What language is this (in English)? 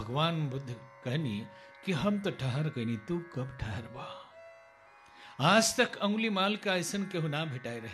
Bhojpuri